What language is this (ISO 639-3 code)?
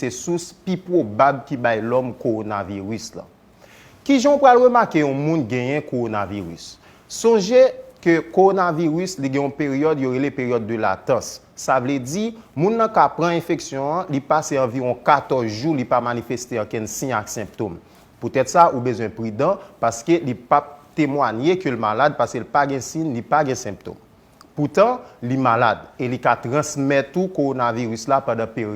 hat